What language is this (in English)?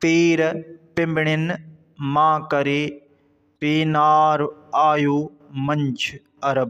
Sindhi